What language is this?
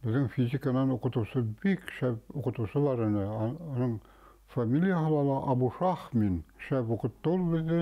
Bashkir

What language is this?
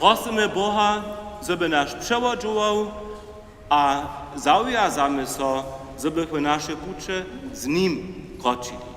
Upper Sorbian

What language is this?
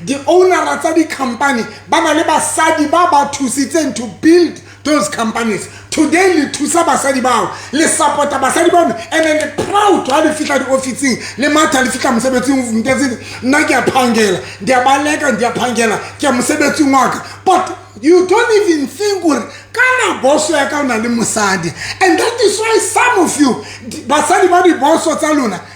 Southern Sotho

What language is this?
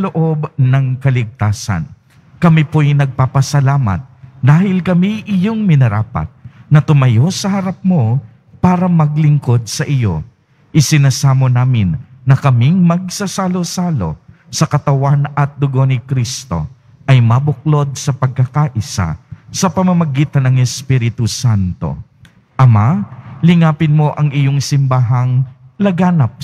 Filipino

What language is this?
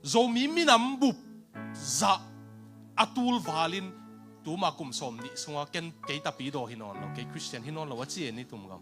Tedim Chin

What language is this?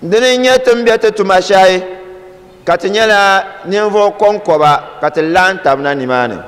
Dagbani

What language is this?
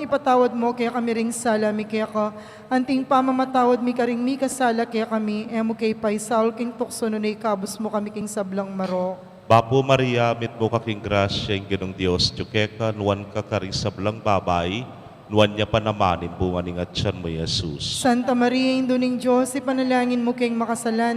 Pampanga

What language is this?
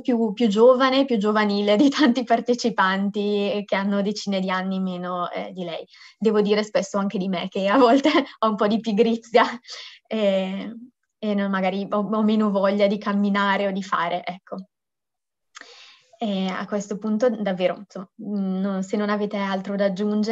Italian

